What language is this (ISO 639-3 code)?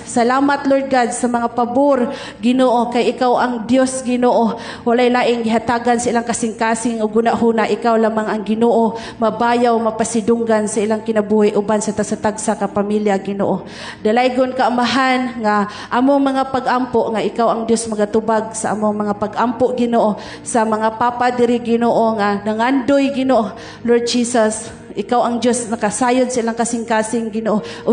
ceb